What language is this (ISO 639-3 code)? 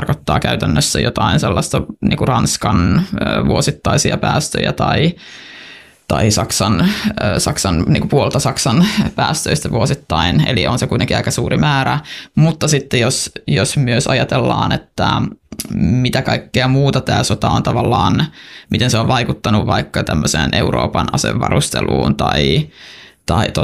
fin